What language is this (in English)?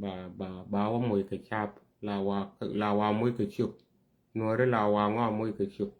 Nuer